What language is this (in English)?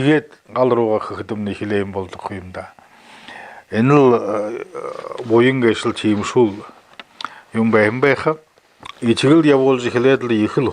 Buriat